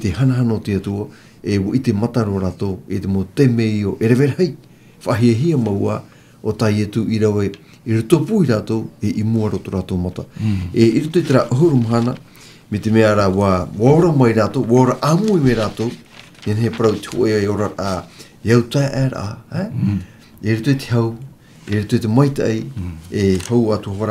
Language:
Tahitian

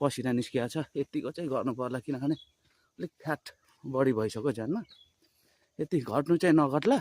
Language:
Nepali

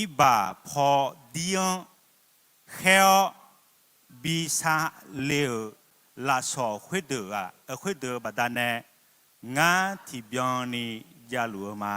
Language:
Akha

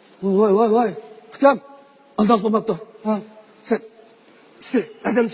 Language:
Uyghur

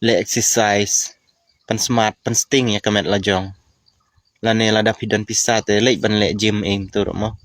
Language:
Khasi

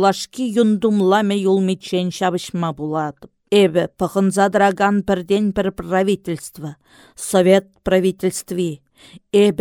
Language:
Chuvash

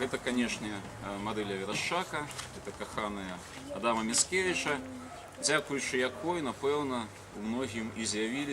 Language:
Belarusian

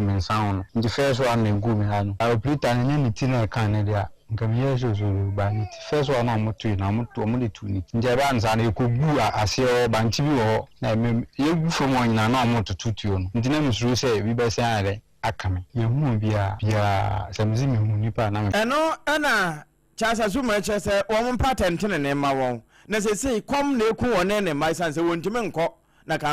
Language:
Akan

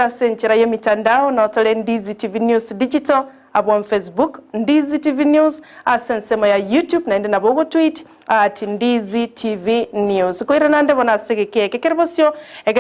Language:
Gusii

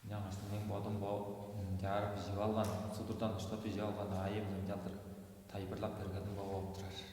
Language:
Tuvinian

